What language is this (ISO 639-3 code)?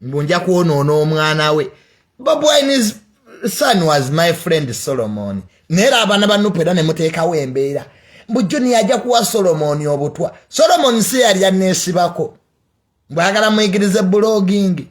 lug